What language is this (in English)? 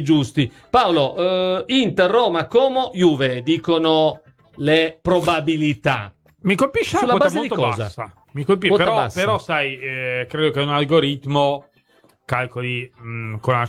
Italian